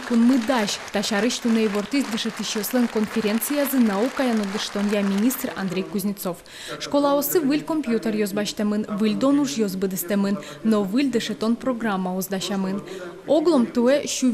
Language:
Udmurt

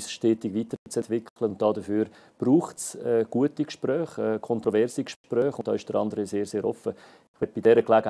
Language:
German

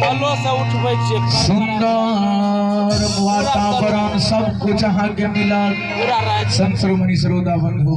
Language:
Maithili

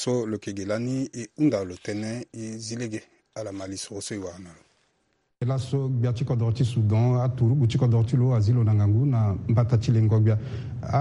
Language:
Sango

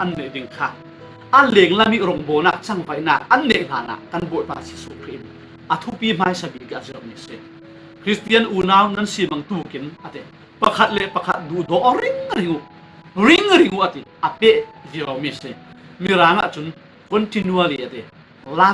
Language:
Falam Chin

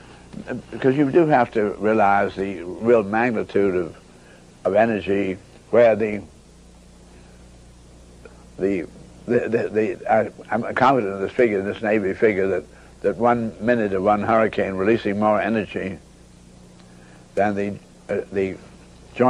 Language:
English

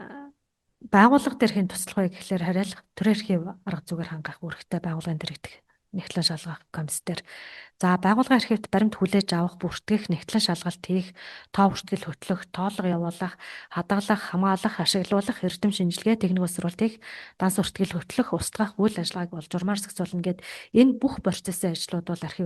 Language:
Mongolian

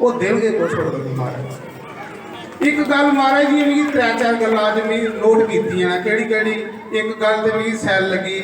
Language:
Dogri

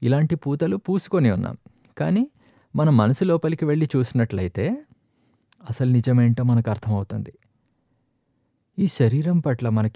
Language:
Telugu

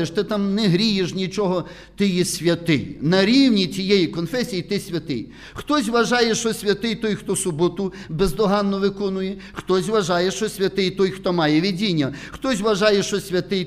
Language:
Ukrainian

